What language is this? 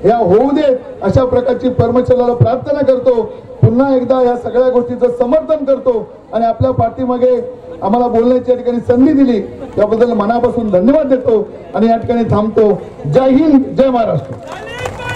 Marathi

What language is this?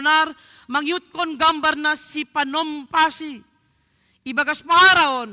Batak Simalungun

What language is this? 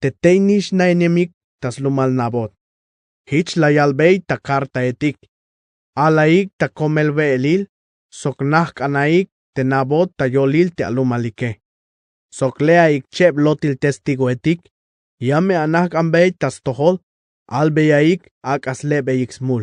Tzeltal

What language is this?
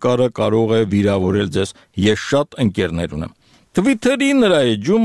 Armenian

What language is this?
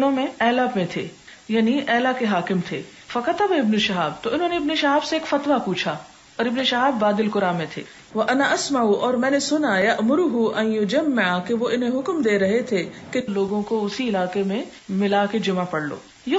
Urdu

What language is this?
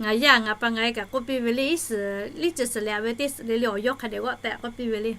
Lahu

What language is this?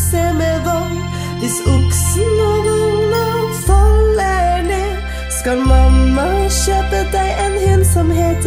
Norwegian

